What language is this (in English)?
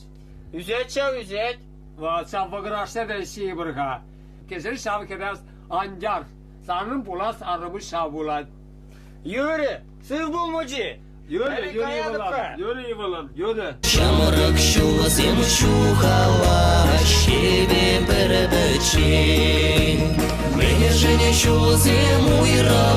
Chuvash